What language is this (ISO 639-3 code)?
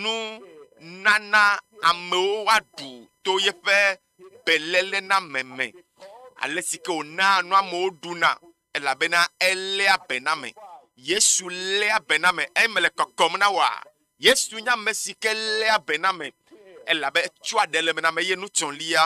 ewe